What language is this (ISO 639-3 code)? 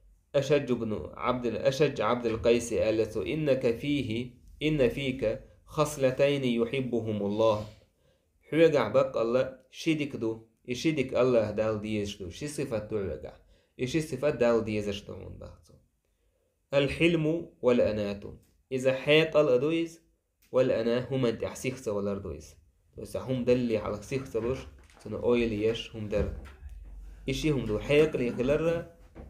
che